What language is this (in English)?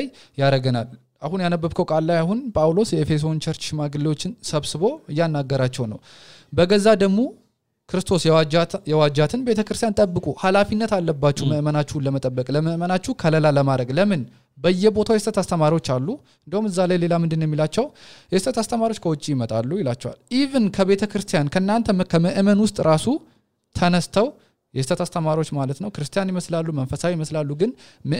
Amharic